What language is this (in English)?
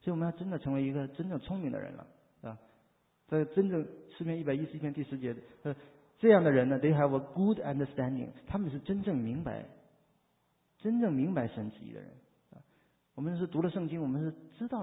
Chinese